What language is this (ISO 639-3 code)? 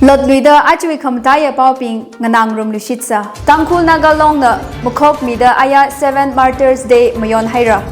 nmf